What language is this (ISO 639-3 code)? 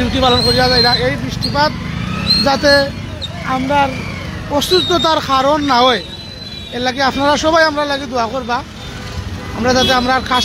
syl